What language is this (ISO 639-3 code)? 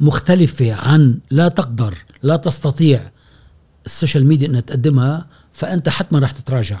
afb